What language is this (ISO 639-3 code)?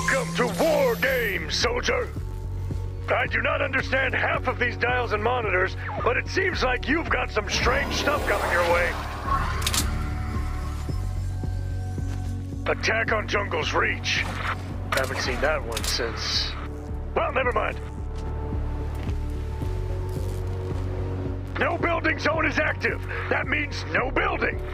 eng